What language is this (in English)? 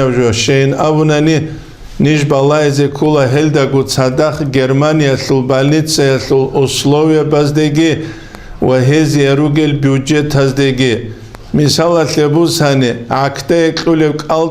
Avaric